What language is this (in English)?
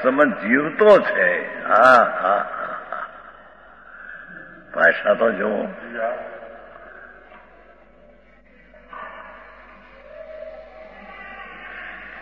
Gujarati